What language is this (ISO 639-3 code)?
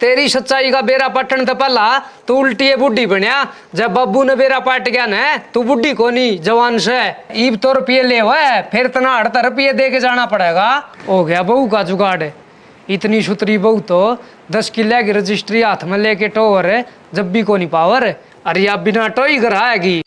bgc